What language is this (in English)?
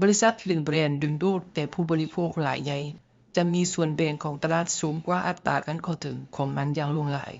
Lao